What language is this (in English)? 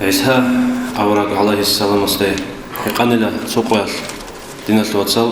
Avaric